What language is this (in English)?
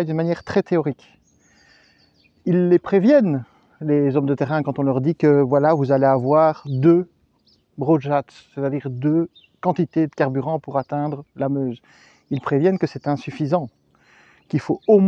French